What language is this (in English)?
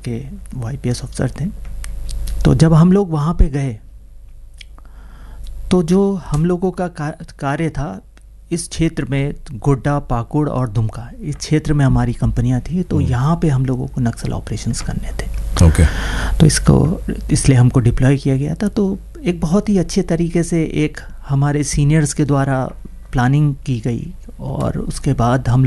Hindi